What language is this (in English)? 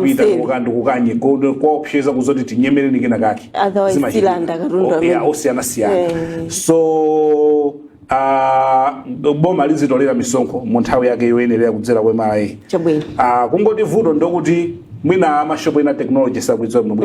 Nyanja